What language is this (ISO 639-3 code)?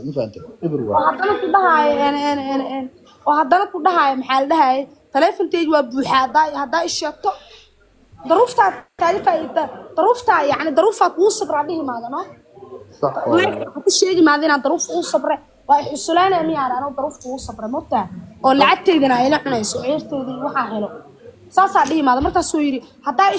som